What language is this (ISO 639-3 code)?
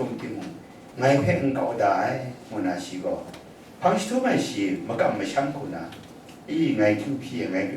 kac